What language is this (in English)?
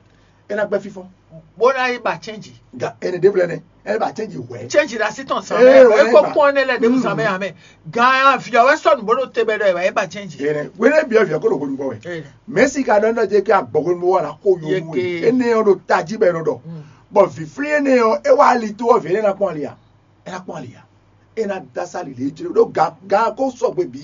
Fon